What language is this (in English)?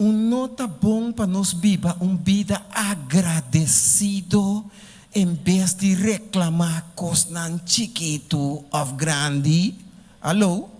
Papiamento